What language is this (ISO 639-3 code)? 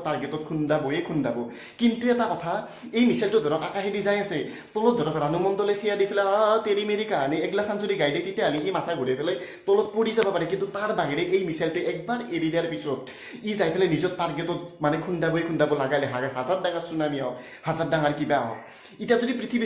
asm